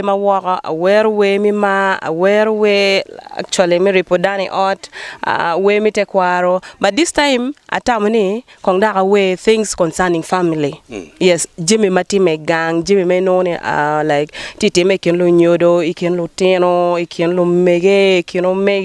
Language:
Acoli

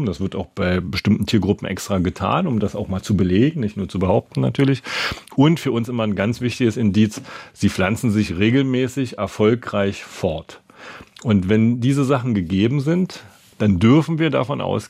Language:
German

